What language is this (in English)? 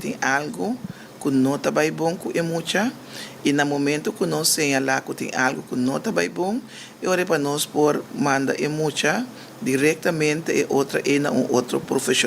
Papiamento